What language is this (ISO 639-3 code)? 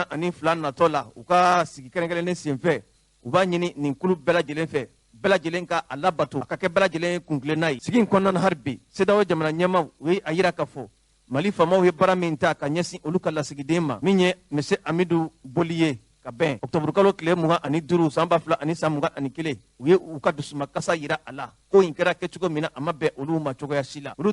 bam